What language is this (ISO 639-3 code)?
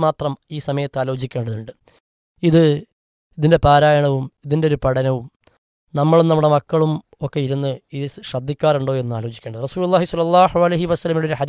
mal